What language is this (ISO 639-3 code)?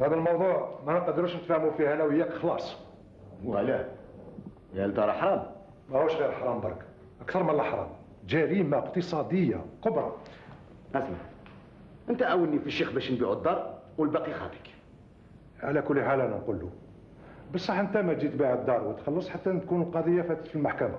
arq